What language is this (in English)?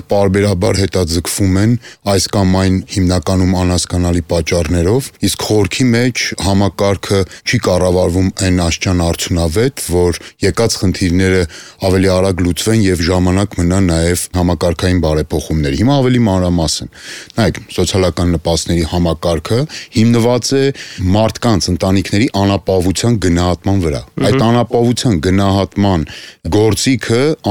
Armenian